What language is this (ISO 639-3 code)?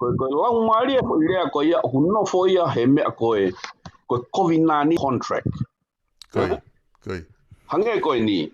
ton